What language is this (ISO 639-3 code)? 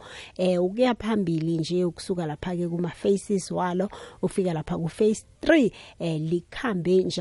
nbl